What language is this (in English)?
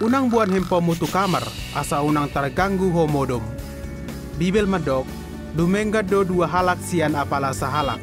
Batak Toba